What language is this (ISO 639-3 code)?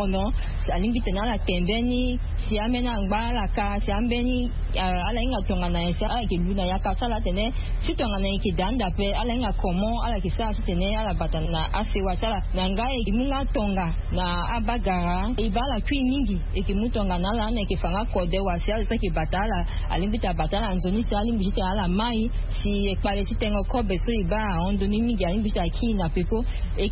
sag